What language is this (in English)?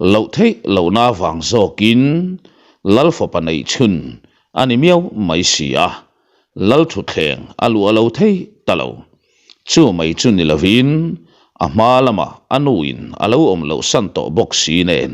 Mizo